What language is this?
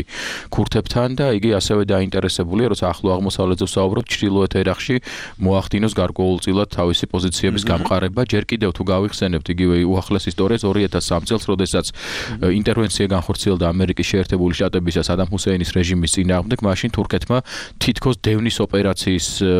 Georgian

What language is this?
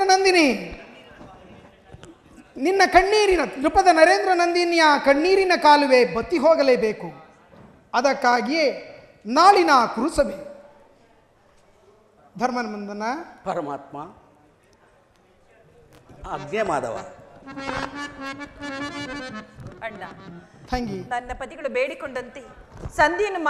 Kannada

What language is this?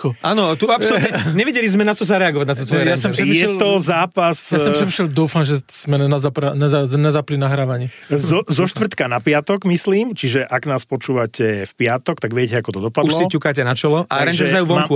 Slovak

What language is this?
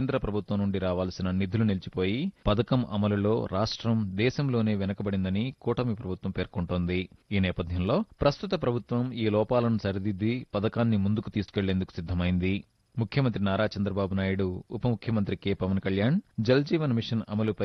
Telugu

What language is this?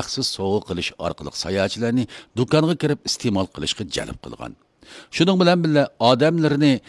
Uyghur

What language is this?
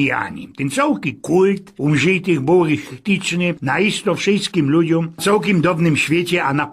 Silesian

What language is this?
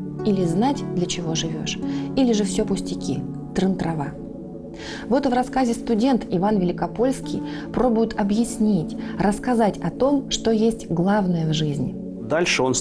Russian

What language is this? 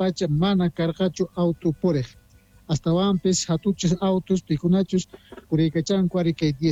Quechua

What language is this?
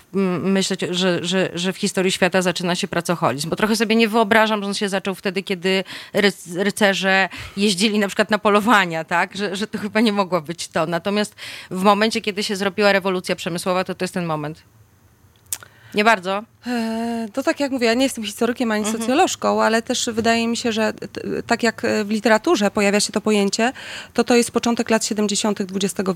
Polish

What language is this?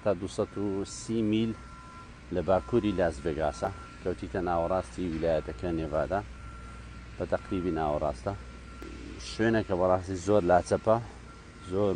Central Kurdish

